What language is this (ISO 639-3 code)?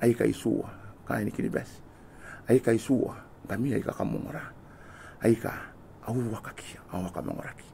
gil